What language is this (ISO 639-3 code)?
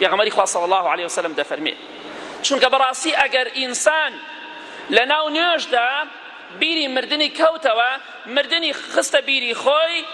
ckb